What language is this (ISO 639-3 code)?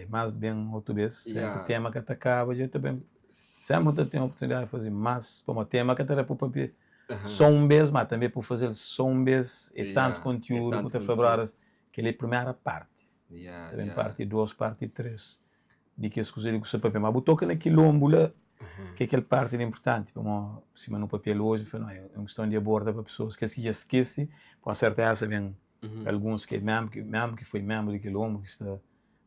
kea